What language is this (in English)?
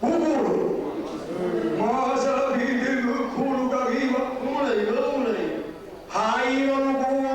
Sicilian